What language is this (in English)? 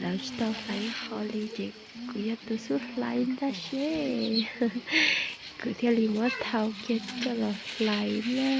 Hmong